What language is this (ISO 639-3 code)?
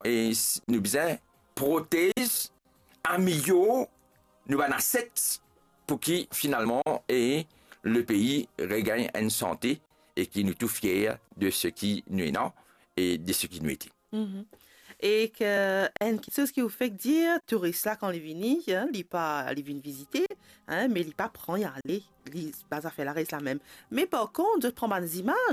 mfe